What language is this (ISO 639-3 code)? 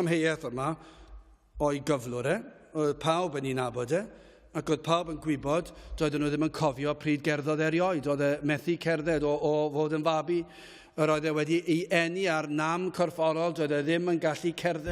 cym